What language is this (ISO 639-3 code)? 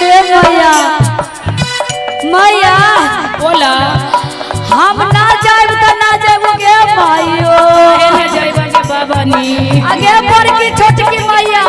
mag